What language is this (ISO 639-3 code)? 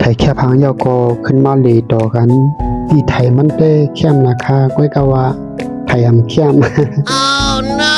shn